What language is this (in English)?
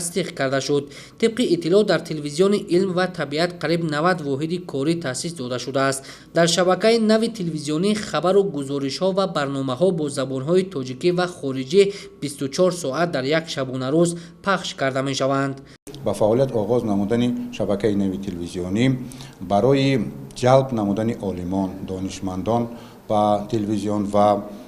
Tajik